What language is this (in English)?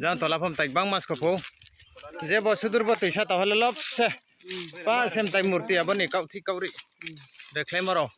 Riang (India)